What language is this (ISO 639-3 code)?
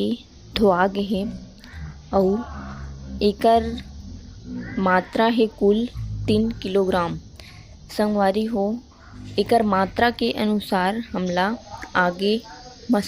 hne